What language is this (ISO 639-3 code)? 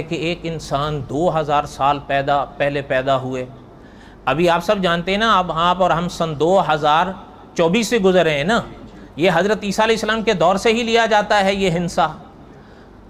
urd